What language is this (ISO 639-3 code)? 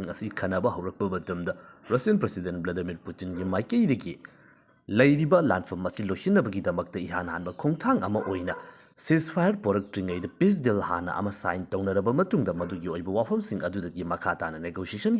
mni